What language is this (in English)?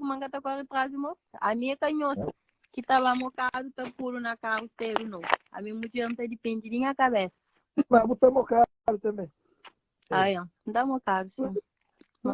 Kabuverdianu